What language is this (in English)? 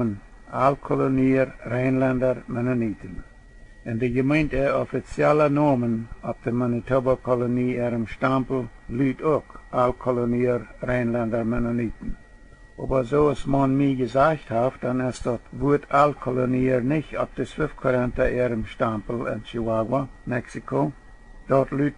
Plautdietsch